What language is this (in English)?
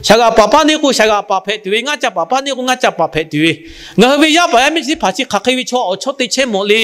Lahu